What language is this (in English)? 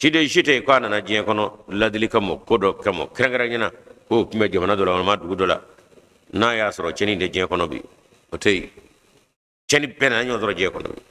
Bambara